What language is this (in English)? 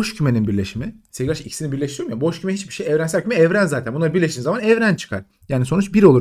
Turkish